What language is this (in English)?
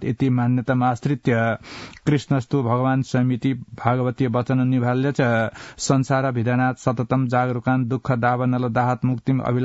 Sanskrit